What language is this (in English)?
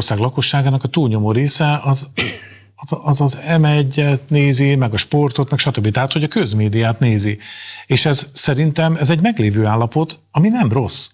Hungarian